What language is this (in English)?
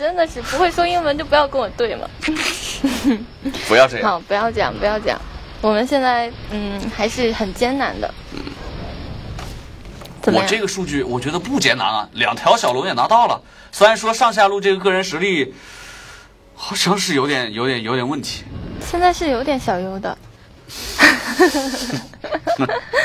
Chinese